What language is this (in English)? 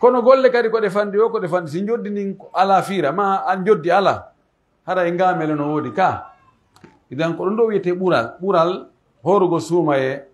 Pular